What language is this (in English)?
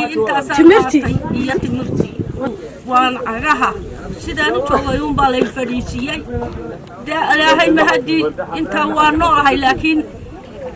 Somali